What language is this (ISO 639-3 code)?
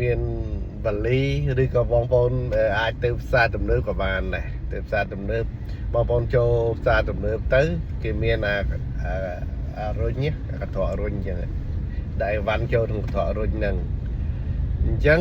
khm